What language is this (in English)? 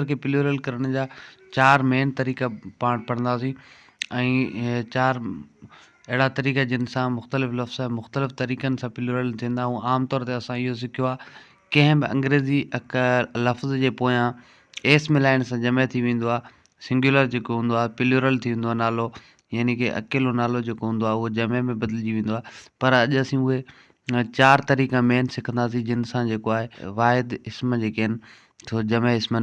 Sindhi